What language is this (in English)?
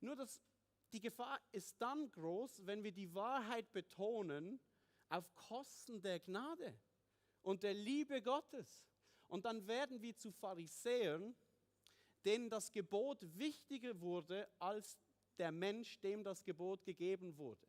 Swiss German